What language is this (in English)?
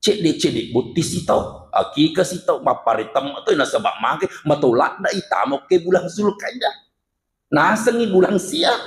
Buginese